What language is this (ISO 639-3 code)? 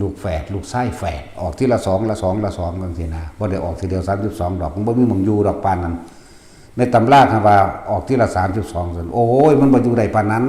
tts